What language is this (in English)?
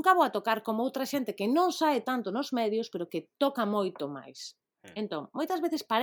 Galician